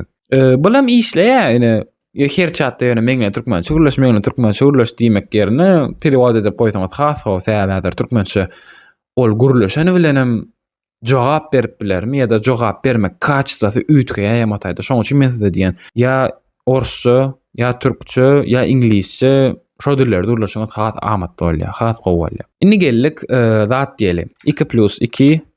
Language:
Turkmen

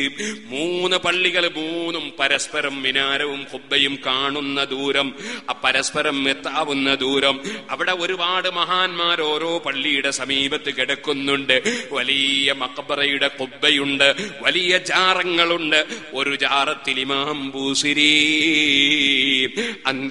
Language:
Malayalam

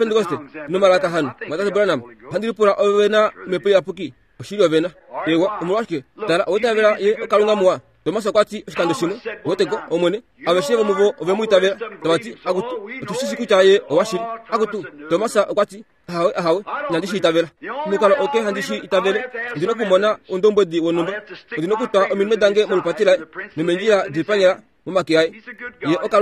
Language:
Kuanyama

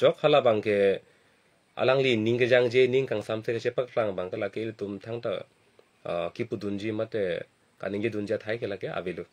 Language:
Karbi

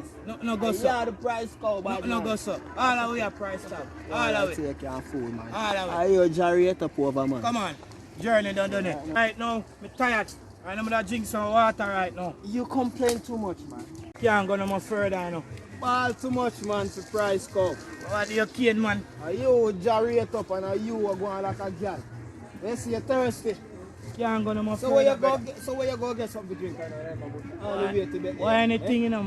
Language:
Jamaican Creole English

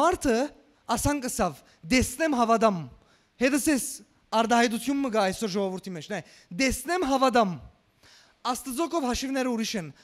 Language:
Western Armenian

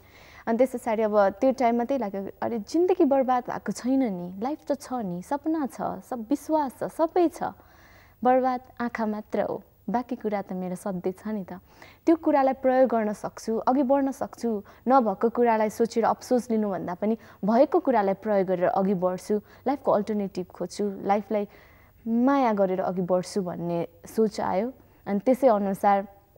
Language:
Nepali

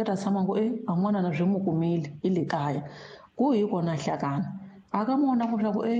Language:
Tsonga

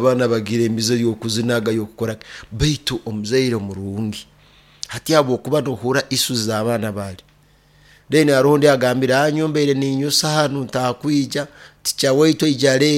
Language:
Nyoro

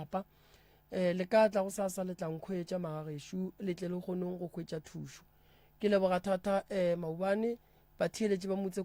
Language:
Northern Sotho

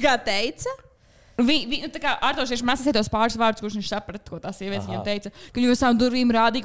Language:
Latvian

